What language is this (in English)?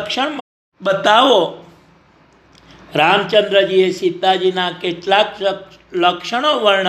Gujarati